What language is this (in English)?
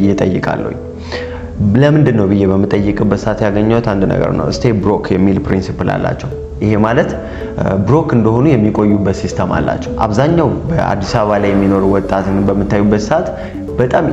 Amharic